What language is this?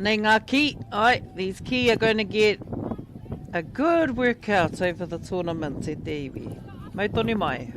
Māori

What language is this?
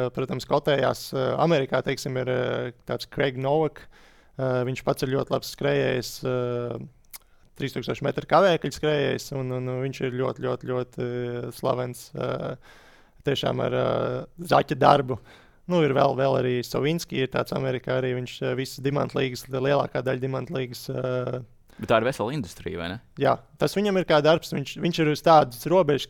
Latvian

